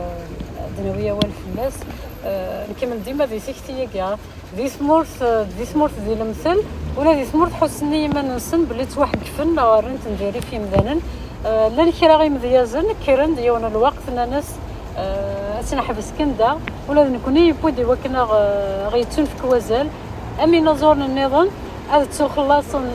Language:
Kabyle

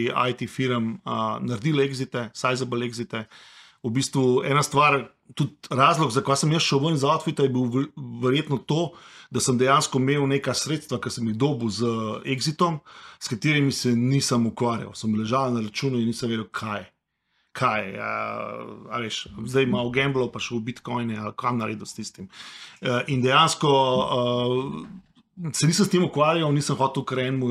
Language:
Slovenian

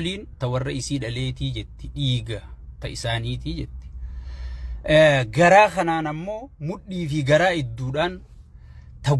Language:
Oromo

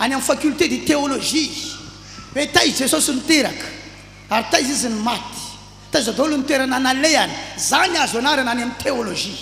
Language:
Malagasy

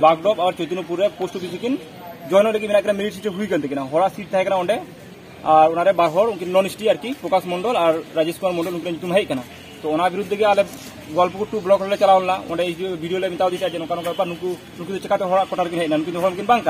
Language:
Santali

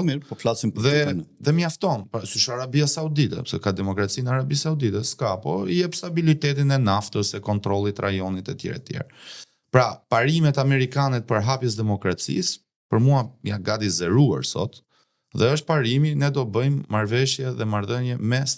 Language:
Albanian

